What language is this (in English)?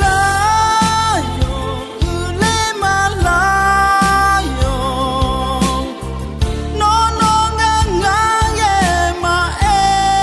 Akha